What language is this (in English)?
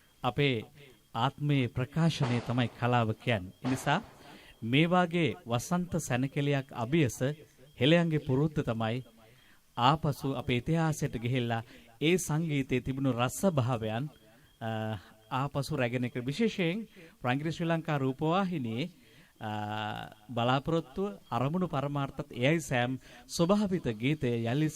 Sinhala